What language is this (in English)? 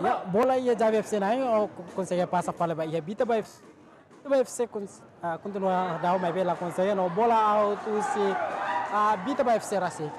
Tetum